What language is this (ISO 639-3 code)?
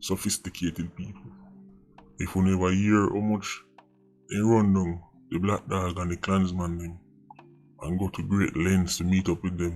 jam